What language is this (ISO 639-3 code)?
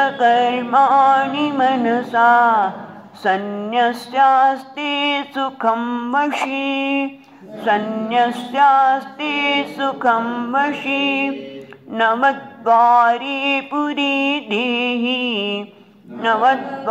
guj